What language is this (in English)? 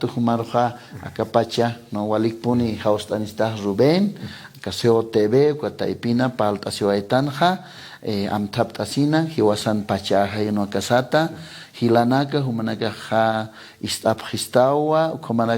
Aymara